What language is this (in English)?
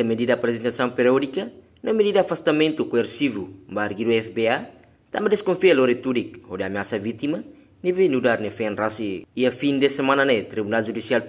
Tetum